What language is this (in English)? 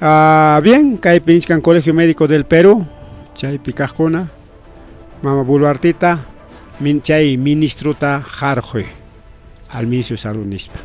Ayacucho Quechua